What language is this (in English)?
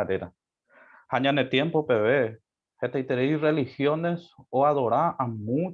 Guarani